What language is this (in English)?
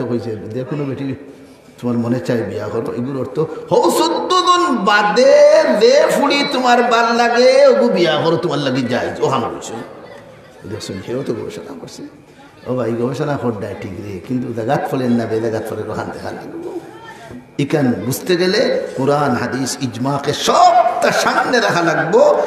Sylheti